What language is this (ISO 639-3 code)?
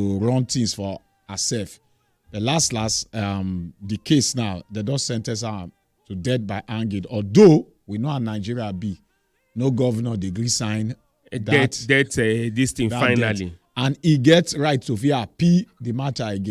pcm